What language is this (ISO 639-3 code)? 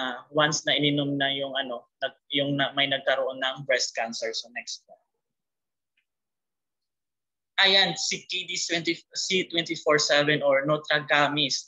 fil